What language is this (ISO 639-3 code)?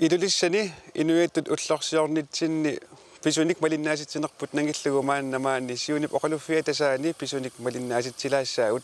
kal